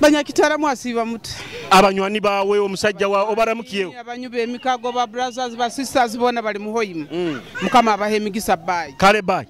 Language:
Nyoro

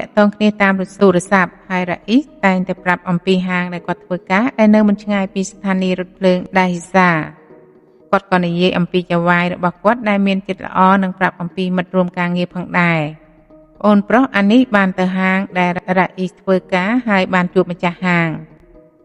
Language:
Khmer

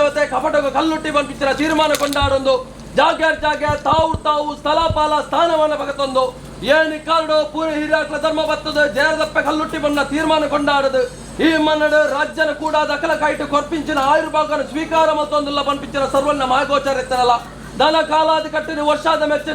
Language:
Tulu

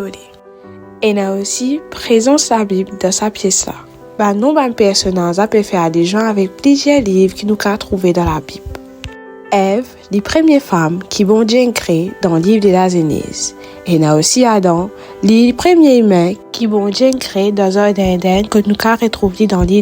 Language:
Morisyen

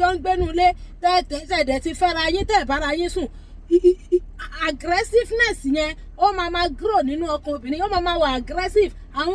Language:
Yoruba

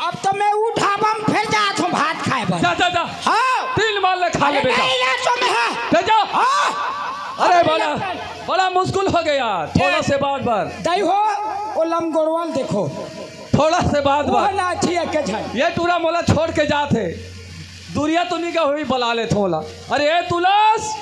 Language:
Chhattisgarhi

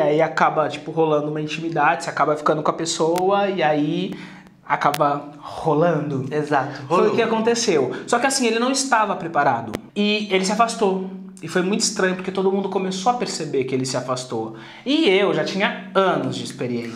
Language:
Portuguese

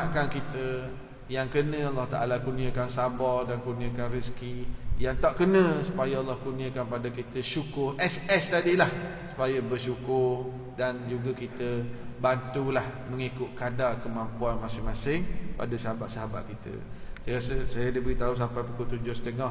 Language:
Malay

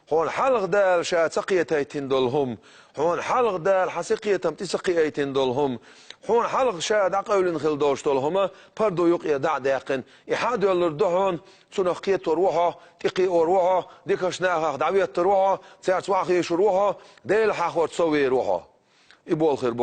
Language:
Chechen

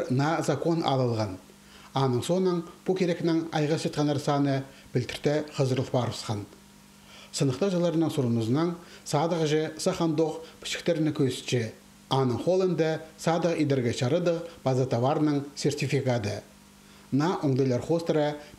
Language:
Khakas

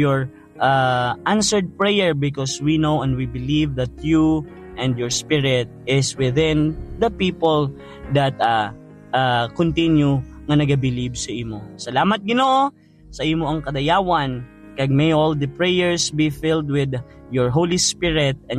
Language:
Hiligaynon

